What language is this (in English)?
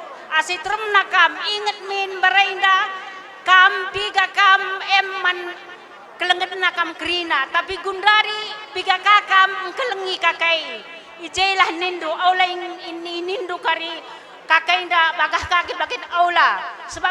Batak Karo